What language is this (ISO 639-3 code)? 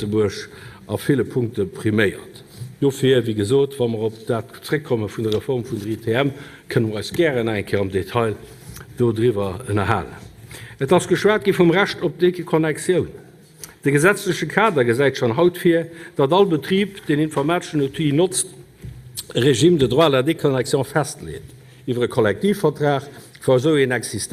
ltz